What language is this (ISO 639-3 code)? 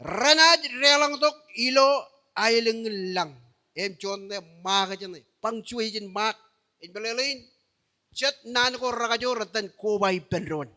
mah